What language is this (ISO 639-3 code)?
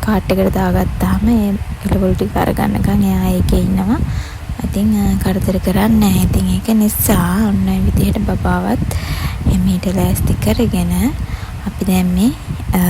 sin